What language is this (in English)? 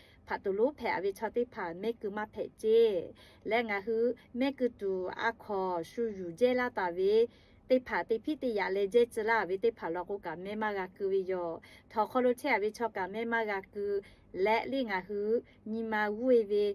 Lahu